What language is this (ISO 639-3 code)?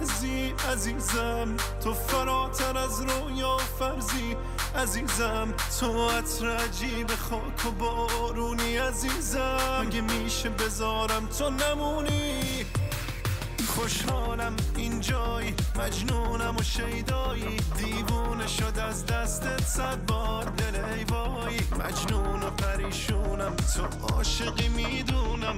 fas